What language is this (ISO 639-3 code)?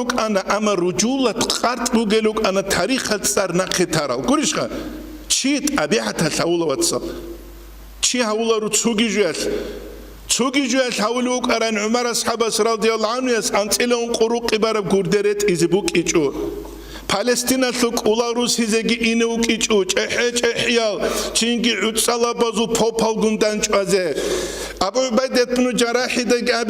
ava